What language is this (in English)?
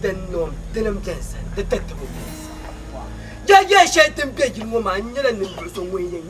Dagbani